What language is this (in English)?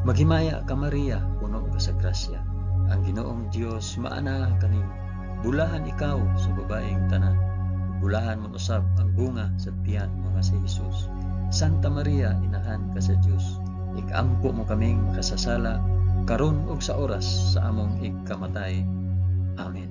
Cebuano